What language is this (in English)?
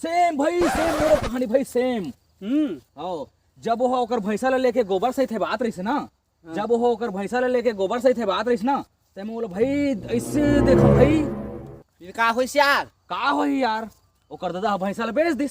Chhattisgarhi